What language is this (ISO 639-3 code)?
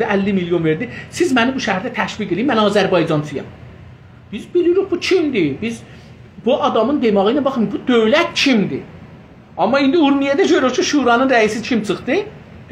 azb